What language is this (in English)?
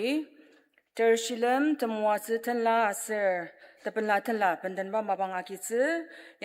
Ao Naga